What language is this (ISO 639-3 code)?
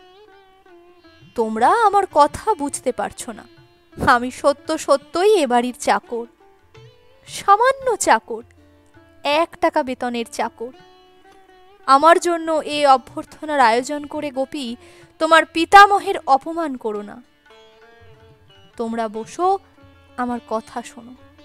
ben